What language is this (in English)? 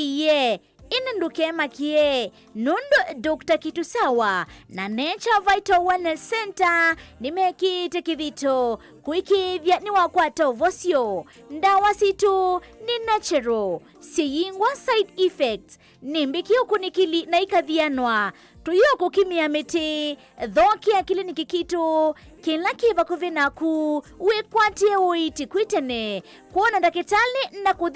Kamba